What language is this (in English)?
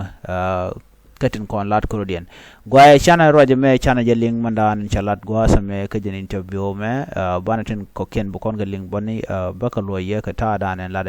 Nuer